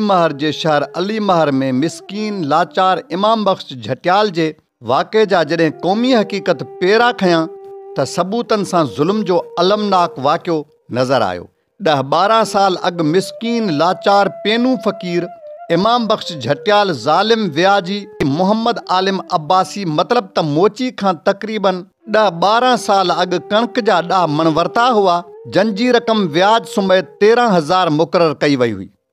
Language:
Sindhi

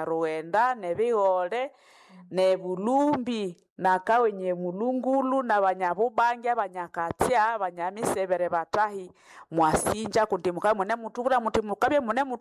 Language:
Nande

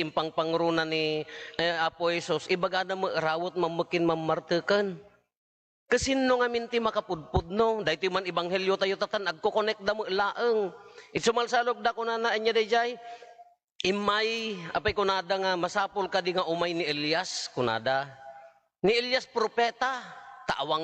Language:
Iloko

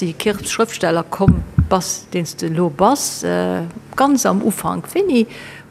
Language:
Luxembourgish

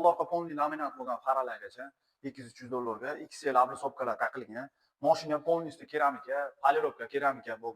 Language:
Uzbek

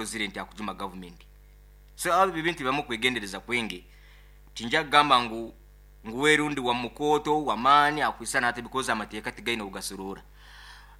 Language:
Nyoro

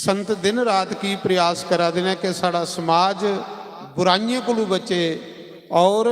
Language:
Dogri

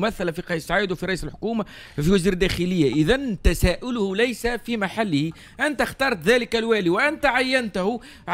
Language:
Tunisian Arabic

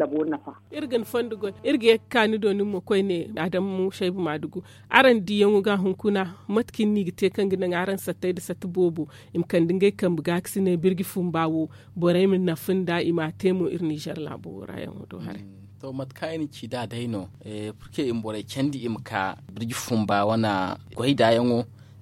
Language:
Zarma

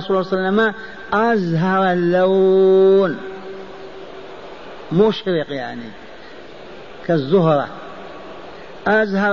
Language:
Arabic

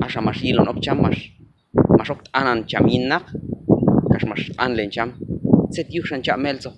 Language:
Q'anjob'al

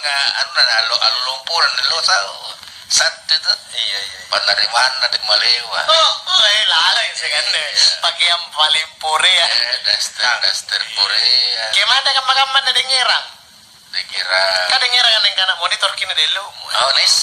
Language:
Makasar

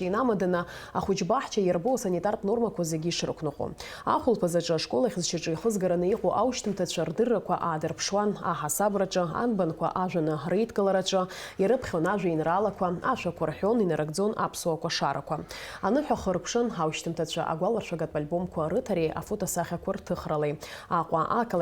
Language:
Abkhazian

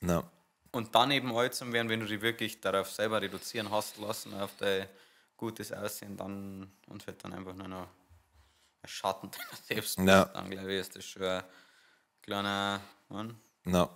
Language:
Bavarian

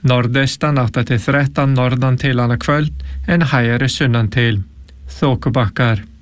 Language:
Icelandic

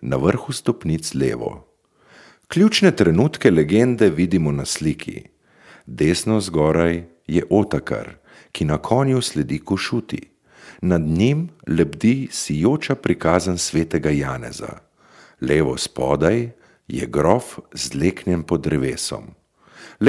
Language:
Slovenian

